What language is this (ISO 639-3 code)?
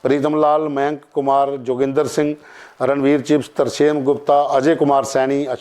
doi